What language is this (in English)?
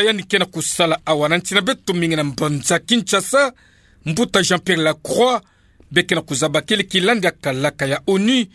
Kituba (Democratic Republic of Congo)